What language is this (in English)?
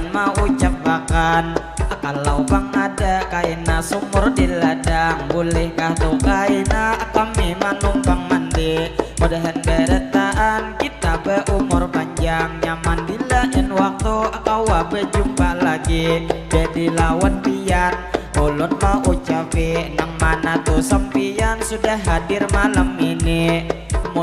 Banjar